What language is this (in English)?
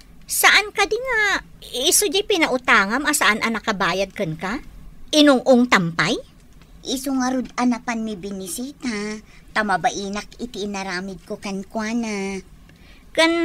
Iloko